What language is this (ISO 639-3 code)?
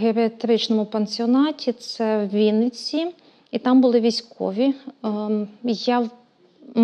ukr